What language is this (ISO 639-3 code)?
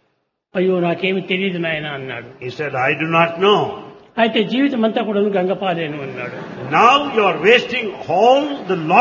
tel